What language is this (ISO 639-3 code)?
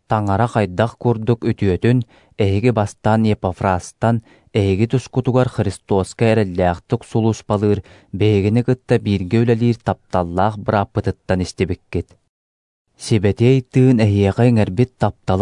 sah